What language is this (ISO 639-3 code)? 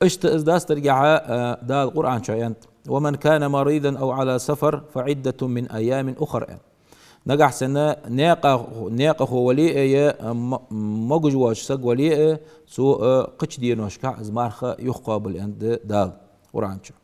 inh